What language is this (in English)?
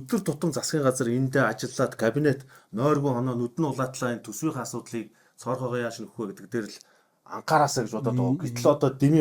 Mongolian